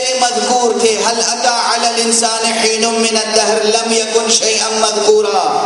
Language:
Urdu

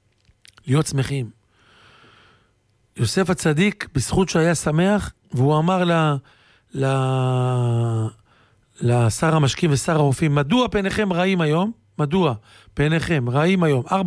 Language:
Hebrew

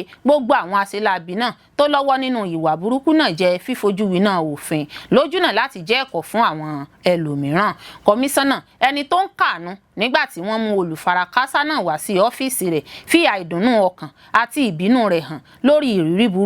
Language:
Yoruba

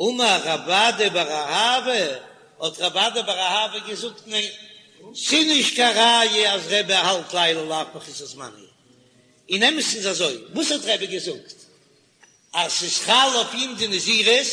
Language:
Yiddish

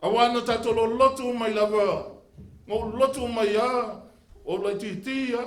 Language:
Samoan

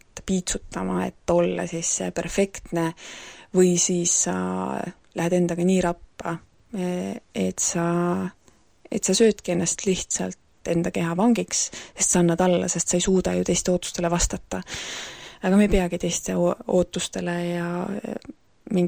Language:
Estonian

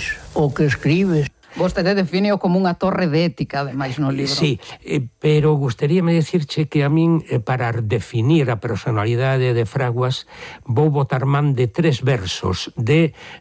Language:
Galician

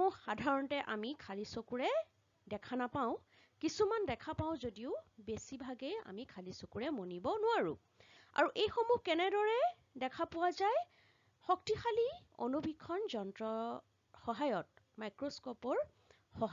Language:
Assamese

